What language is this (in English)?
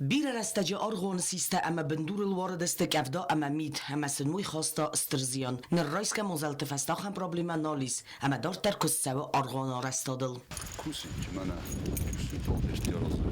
Ossetic